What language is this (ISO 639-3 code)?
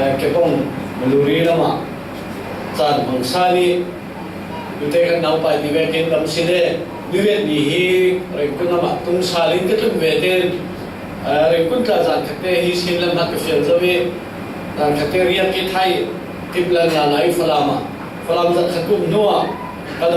cfm